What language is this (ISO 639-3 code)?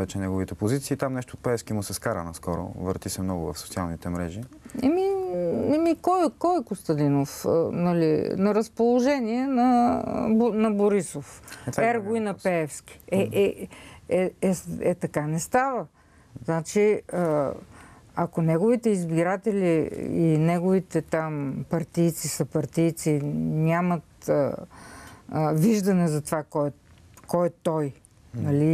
bul